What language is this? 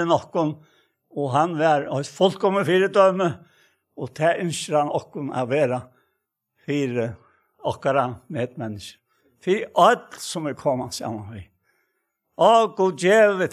Faroese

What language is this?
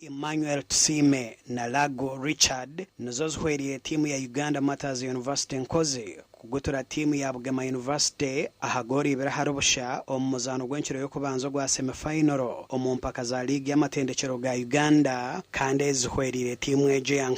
Nyankole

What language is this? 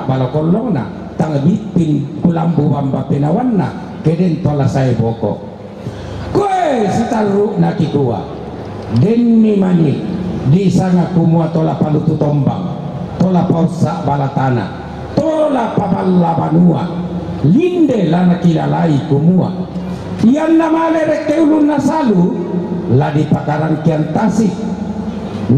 Toraja-Sa'dan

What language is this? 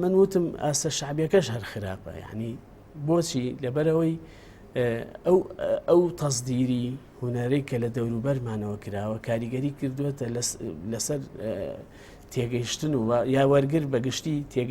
Central Kurdish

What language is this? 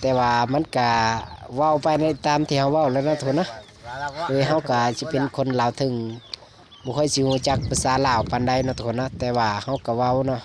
Lao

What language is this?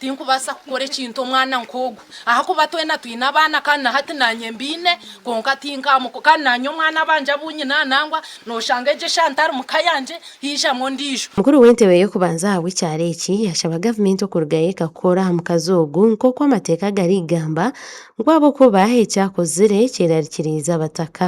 Nyankole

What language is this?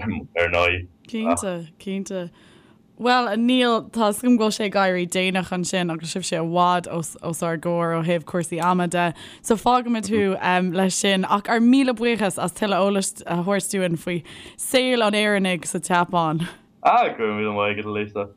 Irish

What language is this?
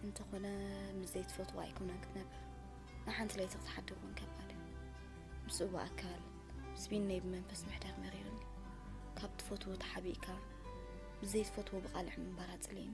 Tigrinya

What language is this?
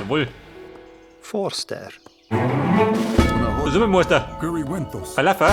Bavarian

